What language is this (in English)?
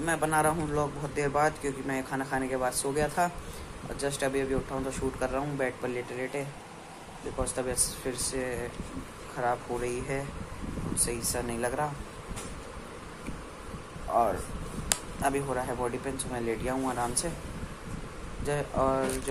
Hindi